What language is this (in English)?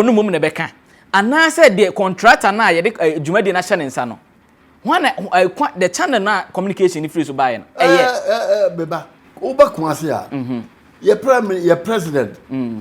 Akan